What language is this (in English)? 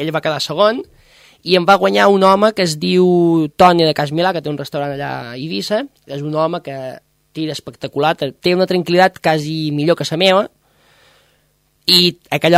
Catalan